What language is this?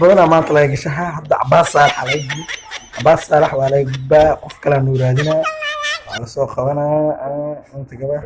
Somali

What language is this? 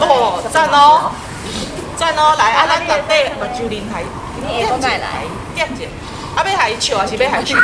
Min Nan Chinese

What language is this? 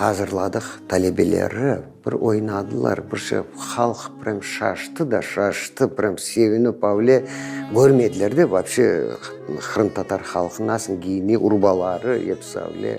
Crimean Tatar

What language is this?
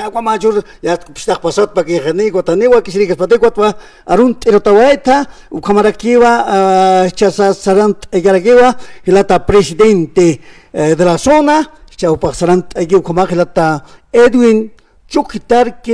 Aymara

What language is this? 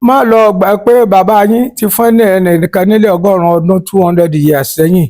Yoruba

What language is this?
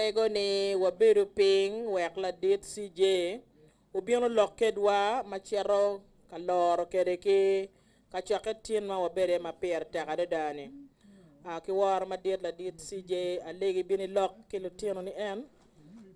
Acoli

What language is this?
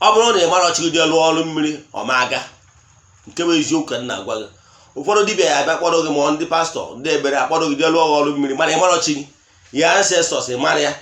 Igbo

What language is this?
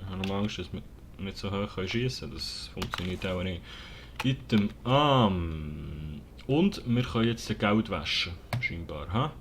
Swiss German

